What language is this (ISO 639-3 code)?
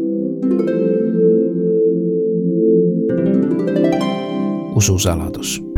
est